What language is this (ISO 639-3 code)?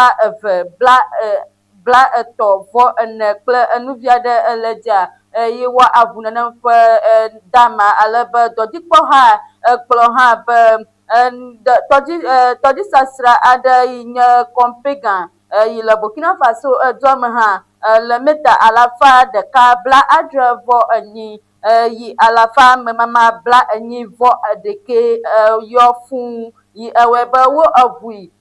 ewe